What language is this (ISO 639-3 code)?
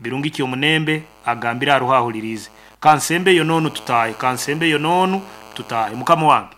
nyn